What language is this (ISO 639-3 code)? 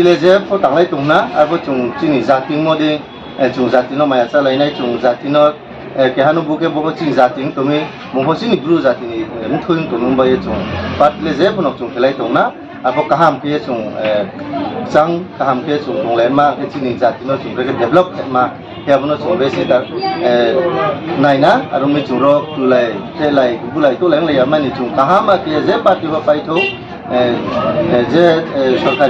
ria